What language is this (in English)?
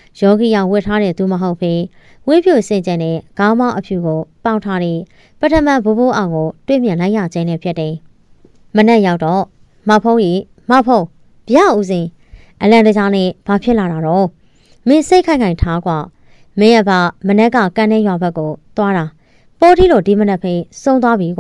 Burmese